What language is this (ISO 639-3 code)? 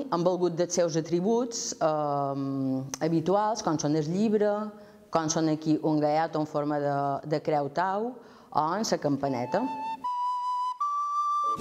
cat